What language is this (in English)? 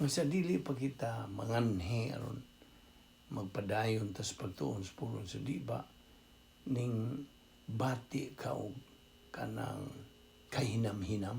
Cebuano